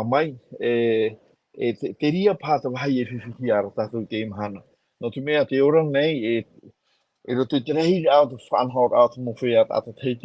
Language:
Tahitian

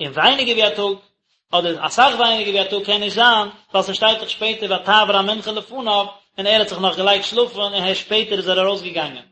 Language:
Yiddish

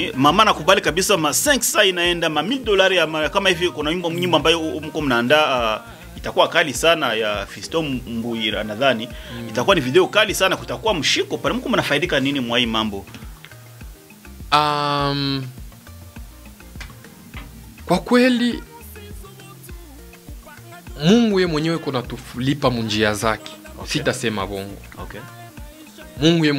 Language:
Swahili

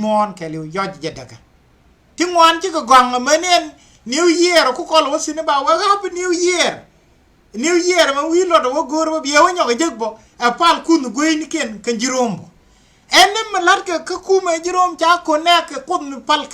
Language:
Nuer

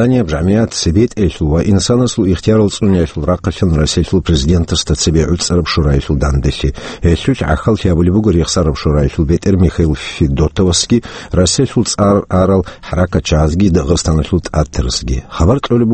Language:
Avaric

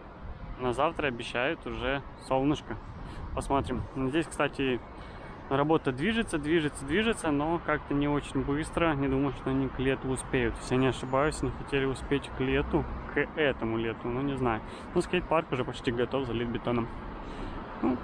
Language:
Russian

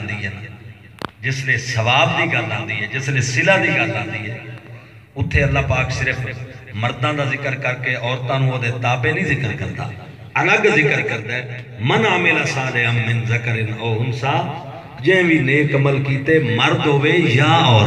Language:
Saraiki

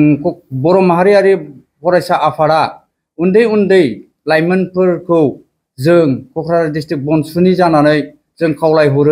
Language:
Bodo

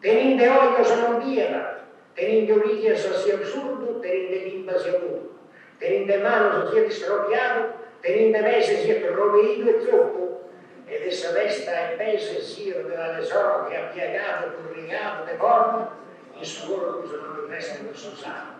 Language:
Sardinian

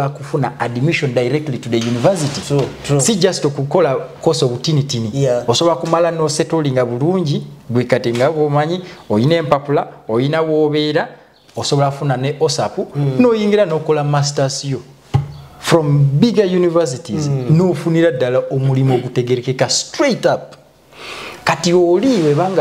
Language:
Ganda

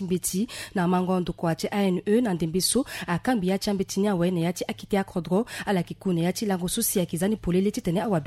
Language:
Sango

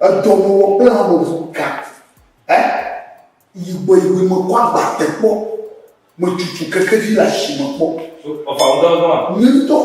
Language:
Ewe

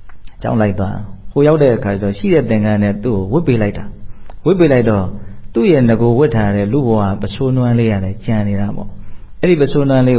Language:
Burmese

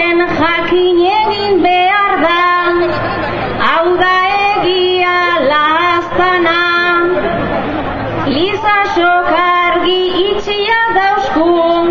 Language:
Basque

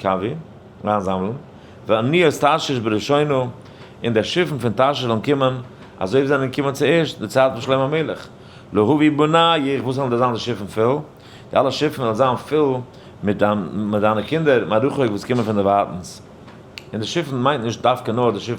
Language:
Yiddish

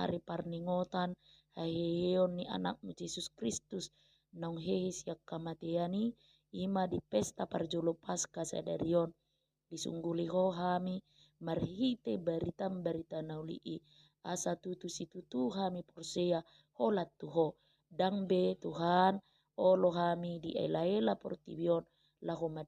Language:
Batak Toba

